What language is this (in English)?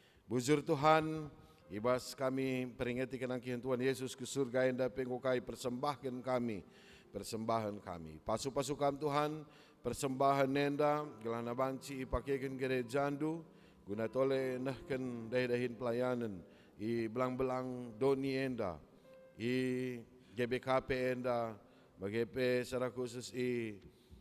Batak Karo